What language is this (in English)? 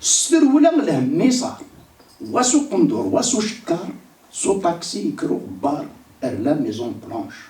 Kabyle